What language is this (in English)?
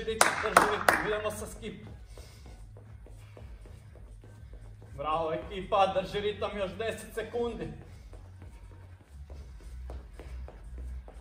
Croatian